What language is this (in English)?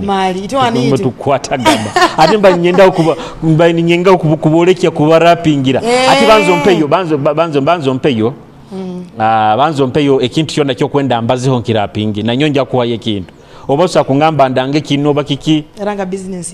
Nyoro